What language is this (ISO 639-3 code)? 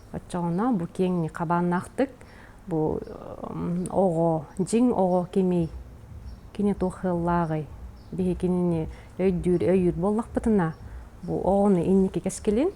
sah